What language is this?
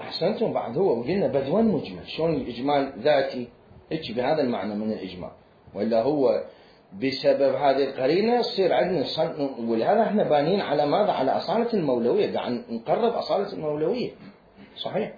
Mesopotamian Arabic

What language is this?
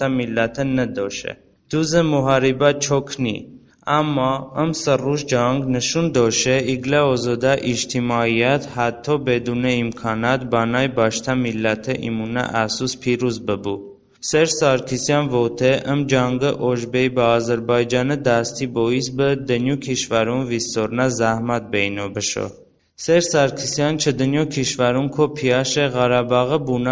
Talysh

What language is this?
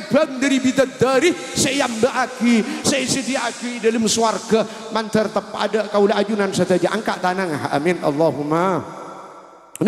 Madurese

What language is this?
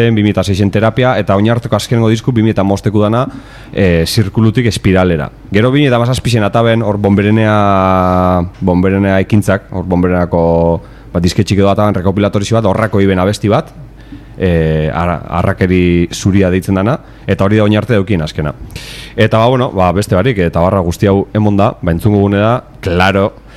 Basque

